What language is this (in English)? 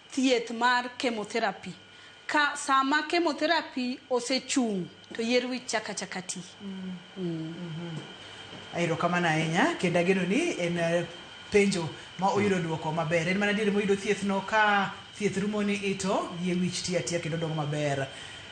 Luo (Kenya and Tanzania)